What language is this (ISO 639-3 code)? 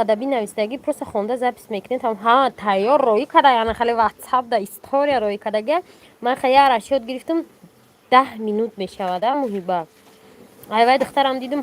tgk